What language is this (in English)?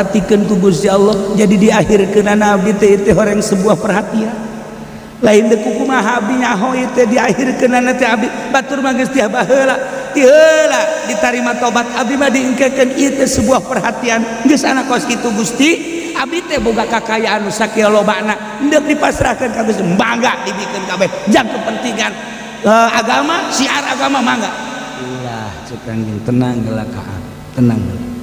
Sundanese